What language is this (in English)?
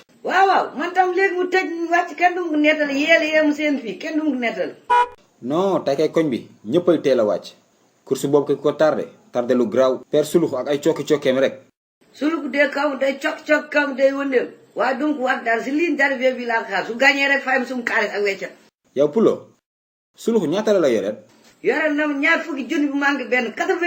Wolof